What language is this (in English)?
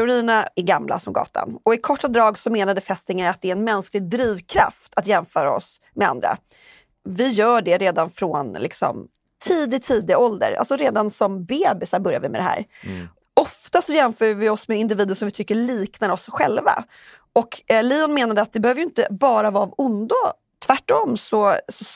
Swedish